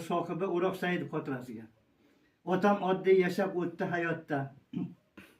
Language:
Uzbek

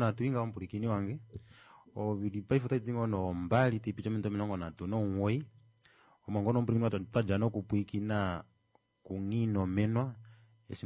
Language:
Kuanyama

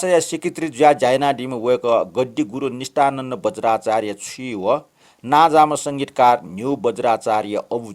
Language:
Newari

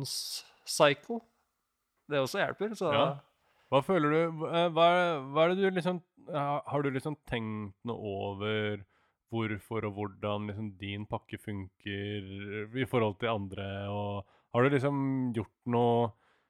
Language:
Norwegian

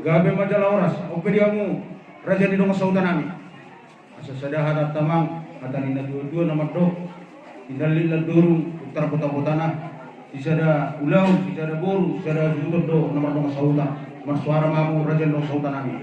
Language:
Batak Toba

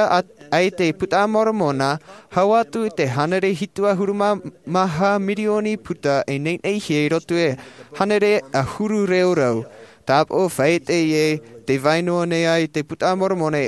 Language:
Tahitian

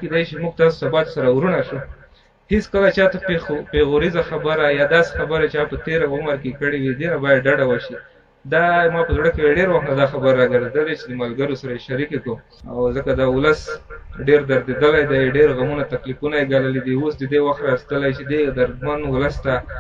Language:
Pashto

